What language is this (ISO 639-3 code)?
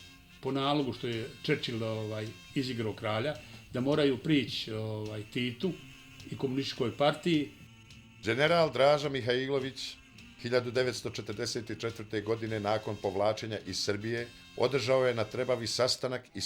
bos